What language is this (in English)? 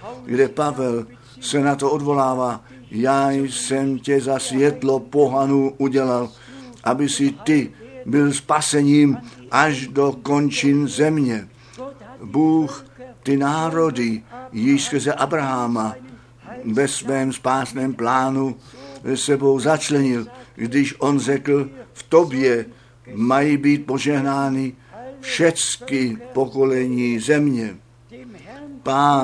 Czech